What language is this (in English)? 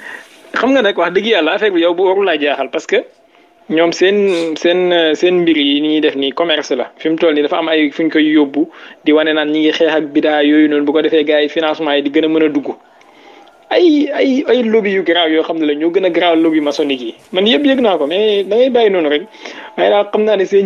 Wolof